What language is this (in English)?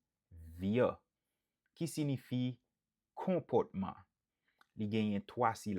Haitian Creole